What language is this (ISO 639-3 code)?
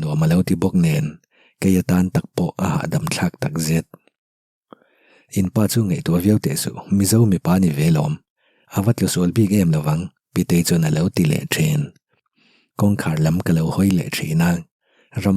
lus